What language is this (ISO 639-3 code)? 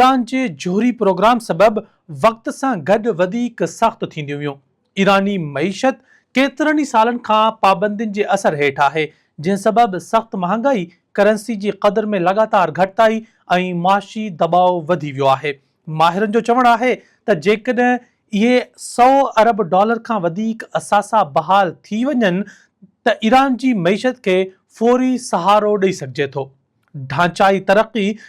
snd